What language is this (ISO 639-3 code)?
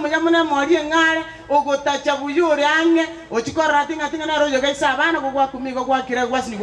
guz